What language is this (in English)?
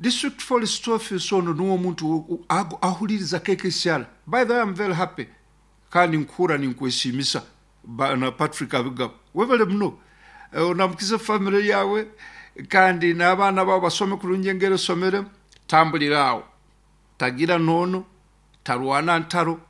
Nyankole